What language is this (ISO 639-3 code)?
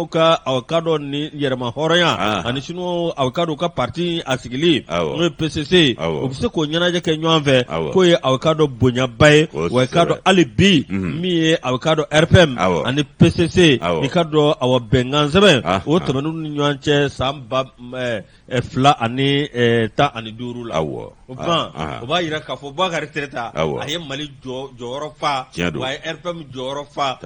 bam